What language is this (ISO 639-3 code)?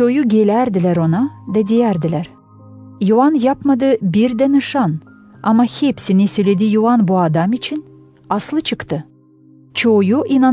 gag